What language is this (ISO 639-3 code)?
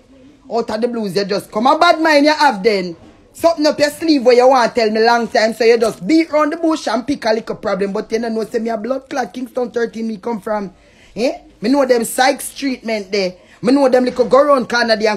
jam